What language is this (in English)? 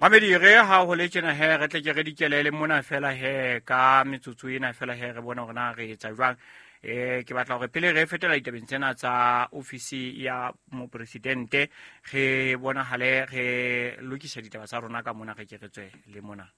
Southern Sotho